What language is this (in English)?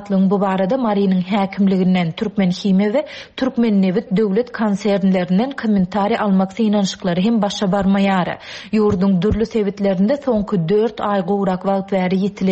Turkmen